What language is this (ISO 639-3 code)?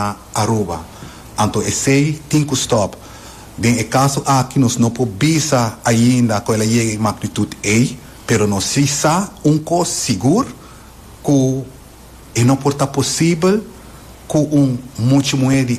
pap